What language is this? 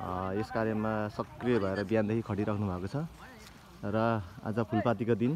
Nepali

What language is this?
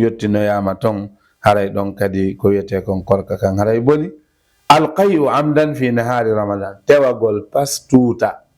Fula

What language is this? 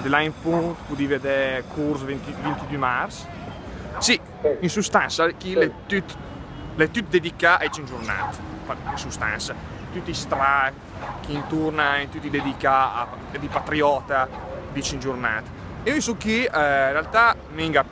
Lombard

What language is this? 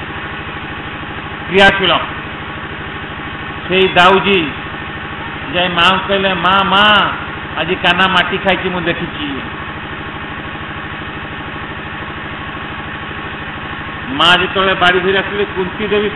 Odia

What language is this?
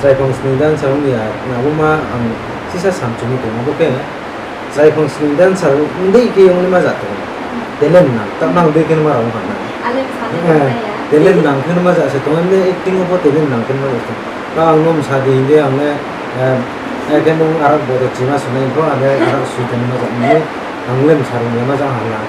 Riang (India)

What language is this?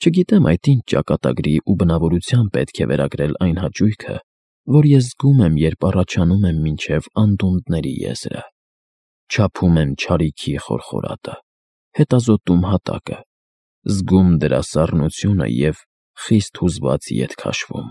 Armenian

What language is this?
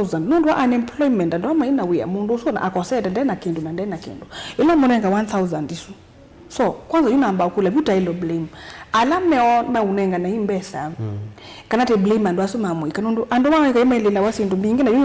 Kamba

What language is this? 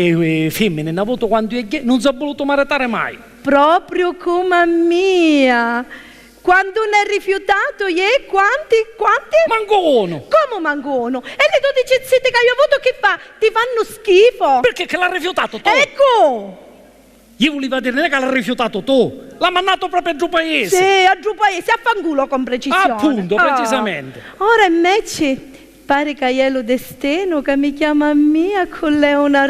Sicilian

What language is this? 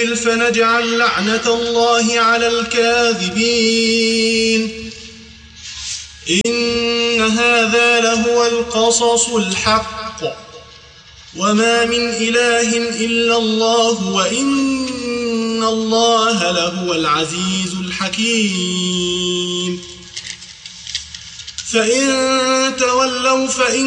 Arabic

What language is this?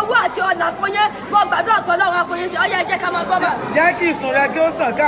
Yoruba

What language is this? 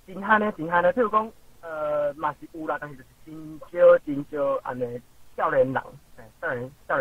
Min Nan Chinese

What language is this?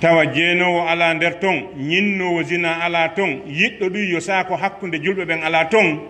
Pular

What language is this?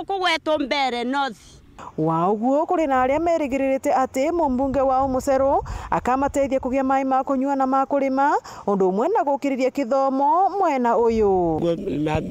Meru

